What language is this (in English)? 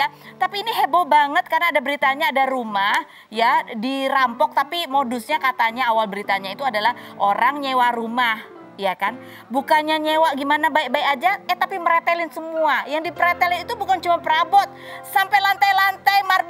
Indonesian